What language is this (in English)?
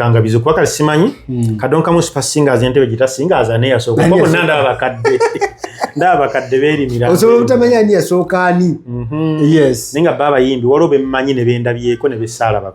Ganda